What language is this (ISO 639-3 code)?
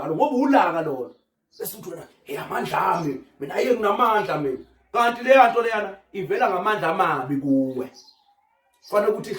zul